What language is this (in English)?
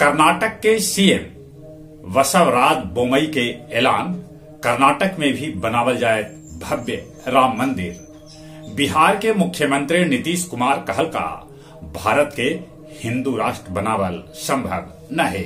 Magahi